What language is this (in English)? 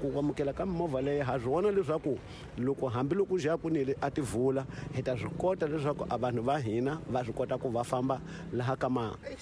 Tsonga